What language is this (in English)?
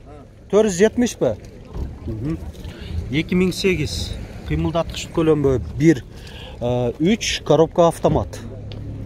Kyrgyz